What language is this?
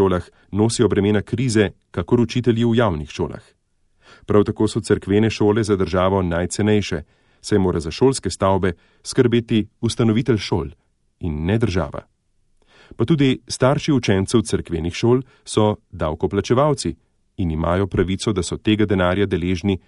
Slovenian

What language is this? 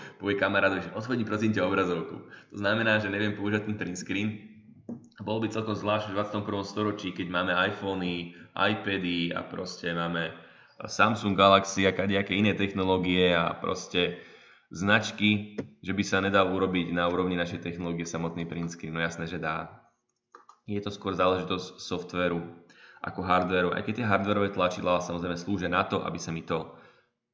Slovak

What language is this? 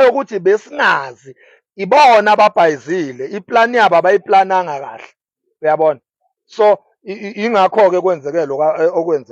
Zulu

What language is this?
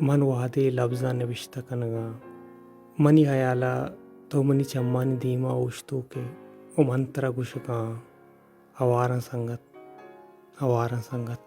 Baluchi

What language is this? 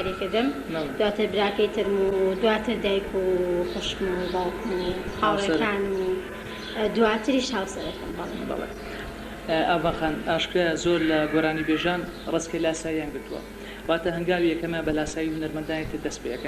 Central Kurdish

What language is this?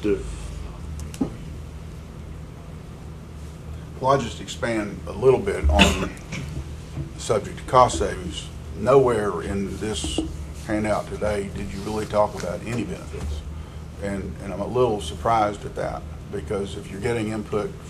English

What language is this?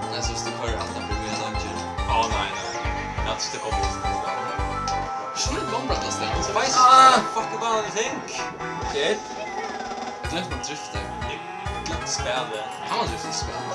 Faroese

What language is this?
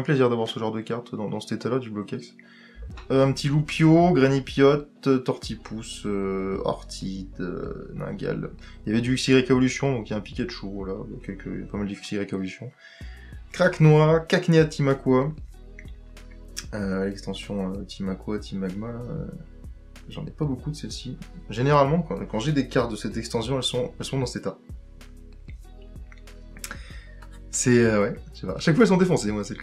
French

